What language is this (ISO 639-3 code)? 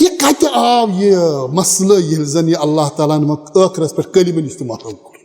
kas